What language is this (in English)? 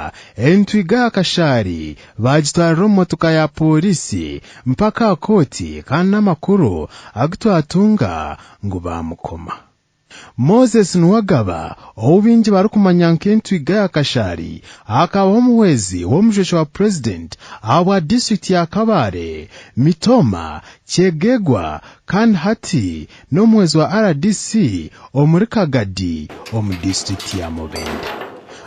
Nyankole